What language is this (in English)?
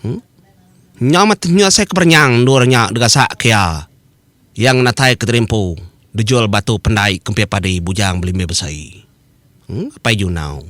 Iban